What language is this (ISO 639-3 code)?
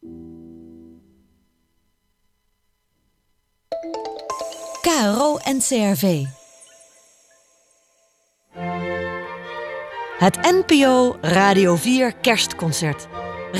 nld